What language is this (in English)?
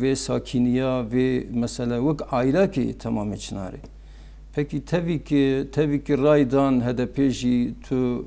Kurdish